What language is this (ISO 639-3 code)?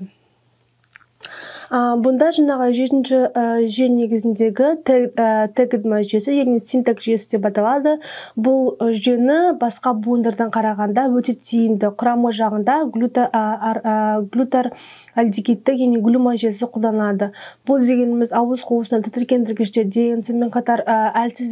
kaz